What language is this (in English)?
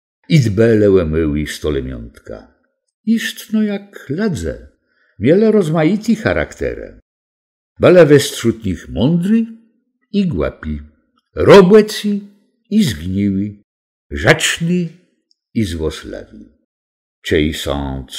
Kashubian